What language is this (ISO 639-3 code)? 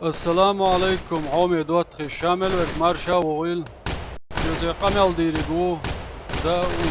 che